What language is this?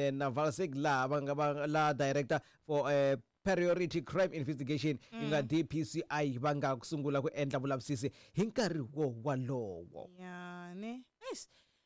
Tsonga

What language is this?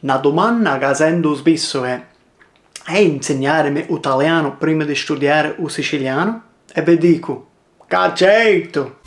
Sicilian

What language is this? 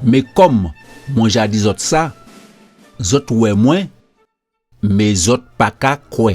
Guadeloupean Creole French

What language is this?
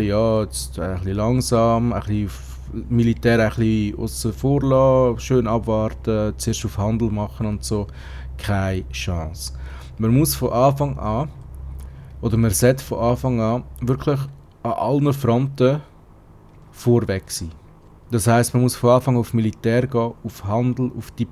Swiss German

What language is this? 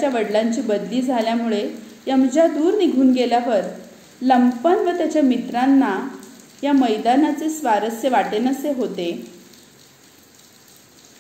Marathi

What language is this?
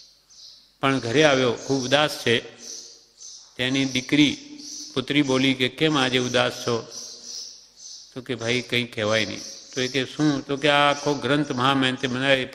Gujarati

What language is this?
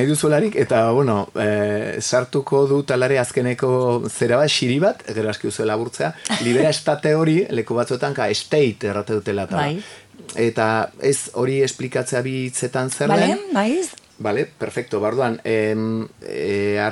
Basque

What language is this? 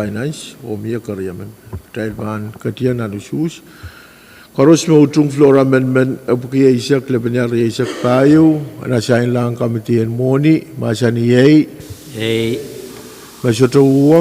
Pohnpeian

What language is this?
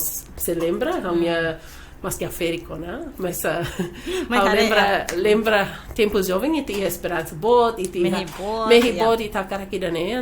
Tetum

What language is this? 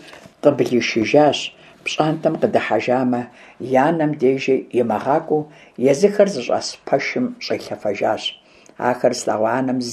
Kabardian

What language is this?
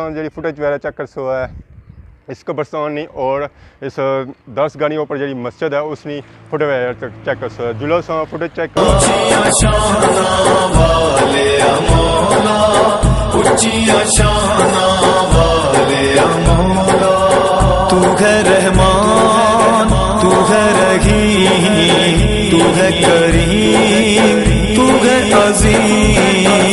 Pahari-Potwari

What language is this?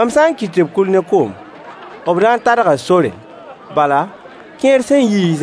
Mossi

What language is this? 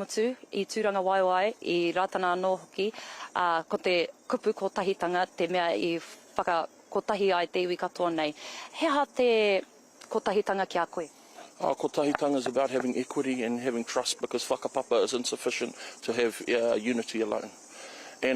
Māori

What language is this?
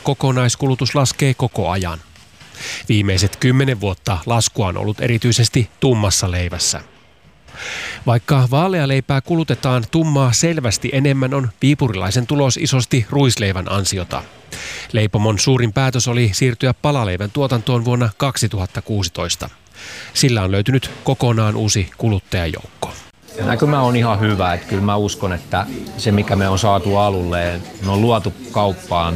Finnish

